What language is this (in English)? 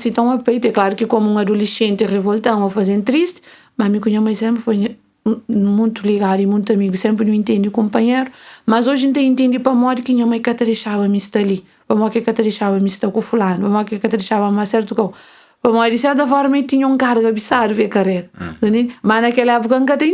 Kabuverdianu